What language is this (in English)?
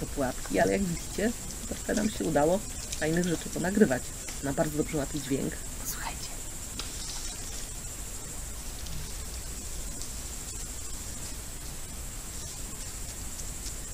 Polish